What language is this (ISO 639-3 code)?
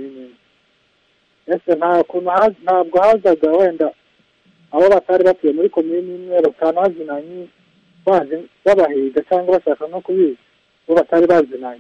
kin